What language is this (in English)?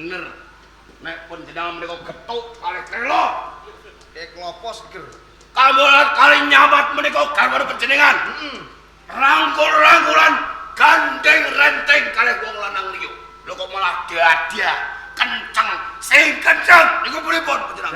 Javanese